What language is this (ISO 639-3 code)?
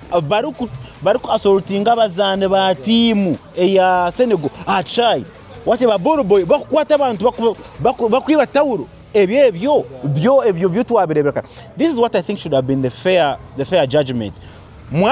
nyn